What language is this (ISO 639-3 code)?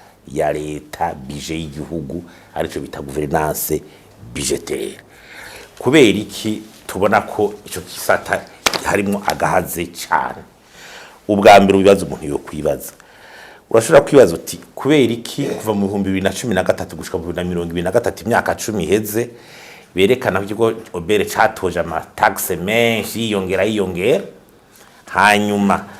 run